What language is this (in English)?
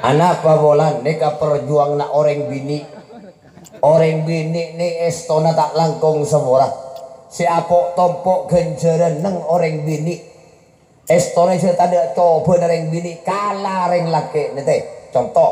Madurese